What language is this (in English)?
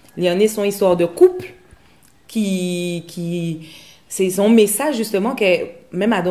Guadeloupean Creole French